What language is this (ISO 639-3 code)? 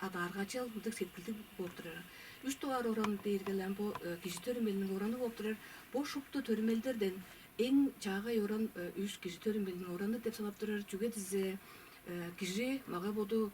tyv